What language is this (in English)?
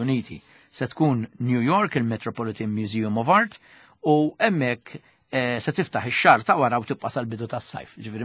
Maltese